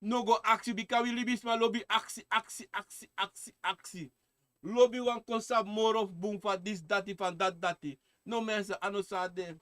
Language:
Sranan Tongo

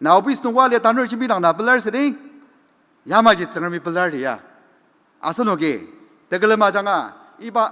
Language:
Ao Naga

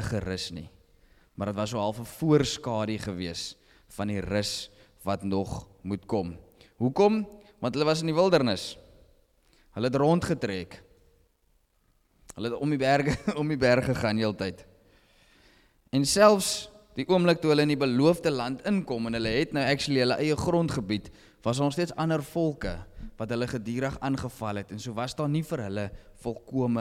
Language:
Afrikaans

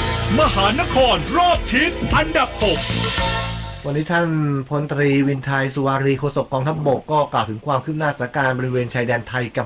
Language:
Thai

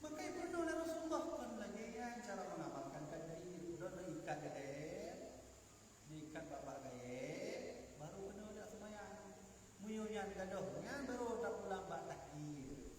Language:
Achinese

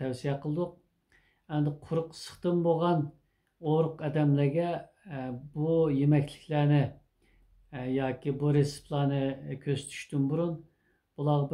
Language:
Uyghur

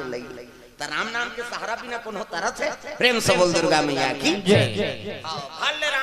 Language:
Chhattisgarhi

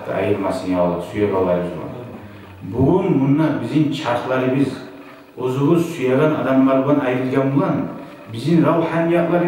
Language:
Kumyk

